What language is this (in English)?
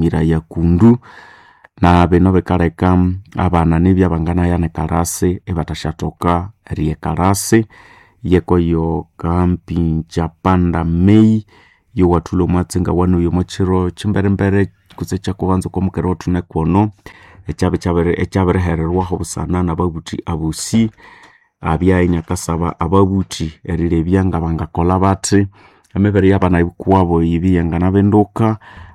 Nande